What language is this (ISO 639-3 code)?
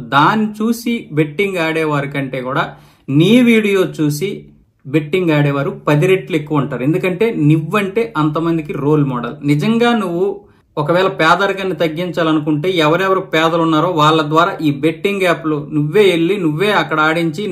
tel